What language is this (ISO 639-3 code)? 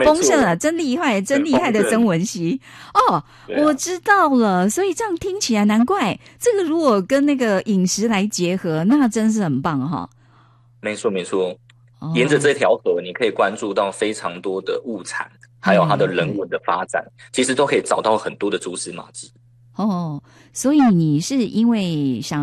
zho